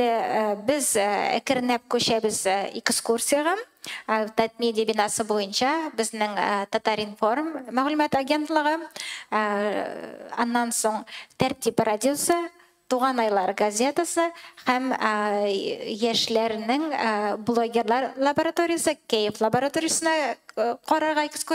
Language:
Tatar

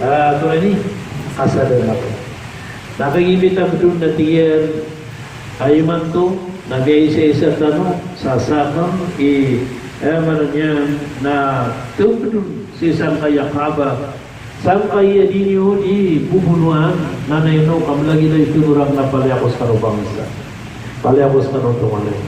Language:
Maranao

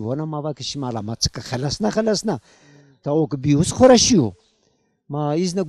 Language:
Zaza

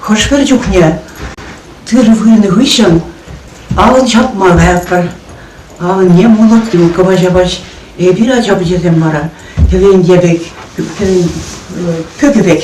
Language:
Chuvash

